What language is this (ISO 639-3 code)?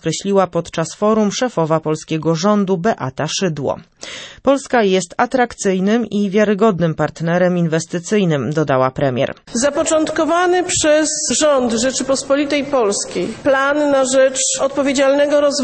pol